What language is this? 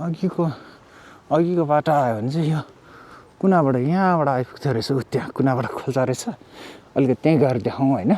Nepali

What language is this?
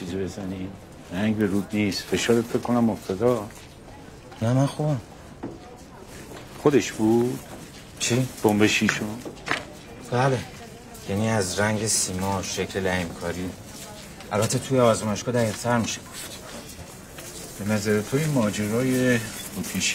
Persian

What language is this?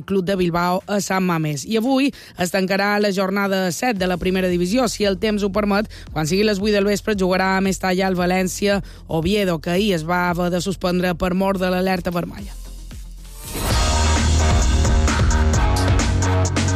Catalan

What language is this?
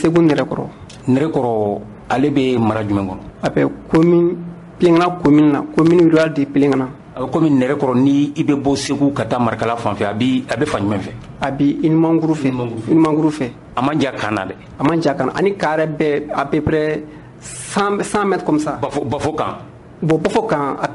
Bambara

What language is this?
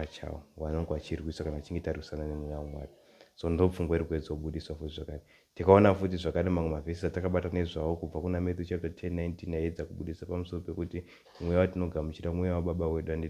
Shona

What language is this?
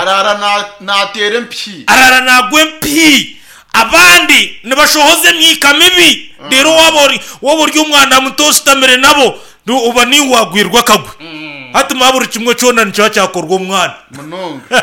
Nyankole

